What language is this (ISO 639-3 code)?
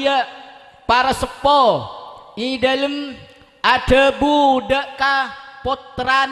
mad